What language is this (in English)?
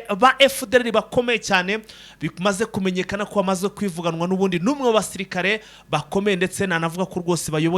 Kinyarwanda